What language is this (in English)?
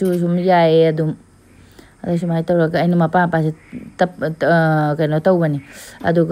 Manipuri